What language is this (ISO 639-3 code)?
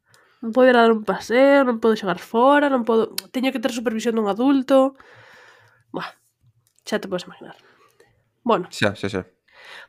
glg